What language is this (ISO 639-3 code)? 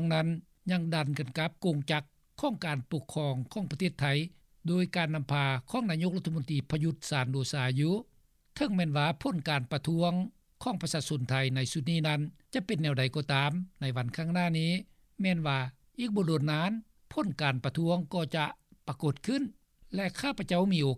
lao